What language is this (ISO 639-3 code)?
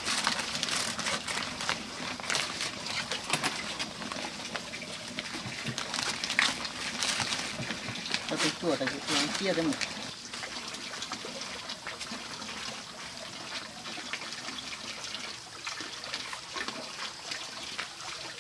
vie